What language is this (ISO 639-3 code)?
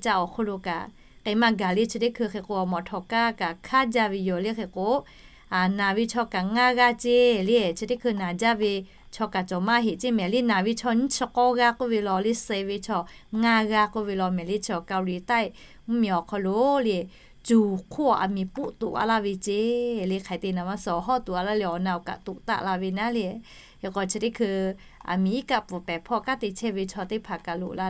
lhu